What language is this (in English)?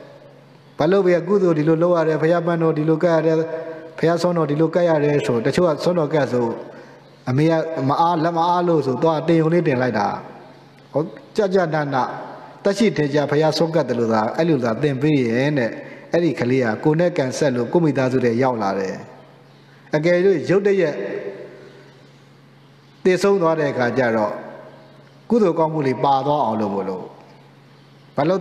Burmese